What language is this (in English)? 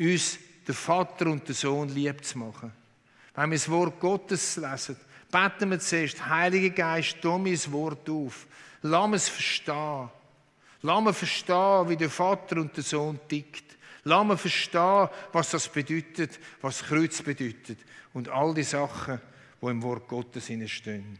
Swiss German